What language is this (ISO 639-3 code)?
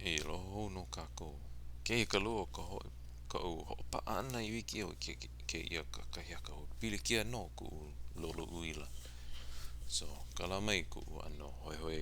haw